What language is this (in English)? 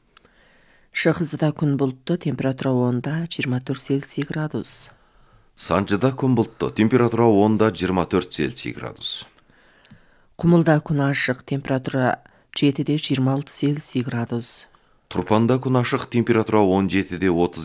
Kazakh